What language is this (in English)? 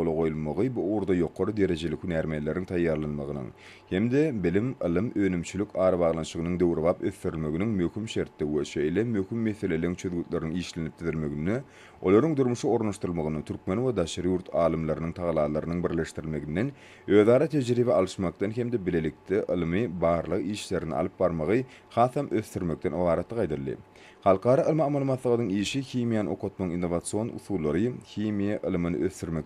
Turkmen